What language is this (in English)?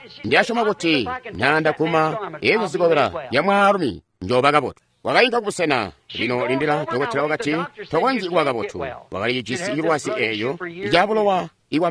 Tonga (Zambia)